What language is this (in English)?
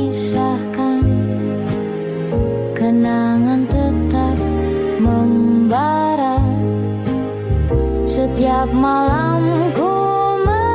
Indonesian